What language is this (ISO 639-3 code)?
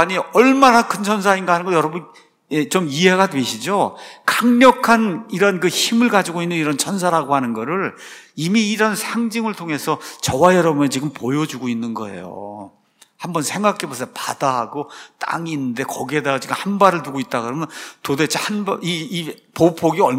kor